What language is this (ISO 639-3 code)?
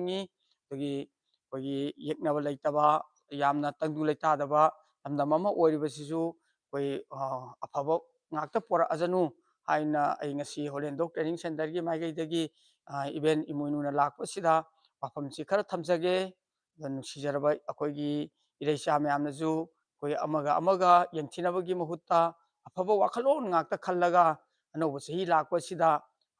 mni